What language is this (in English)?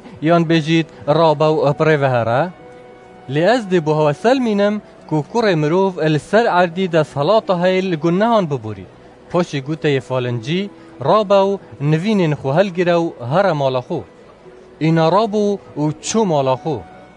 Kurdish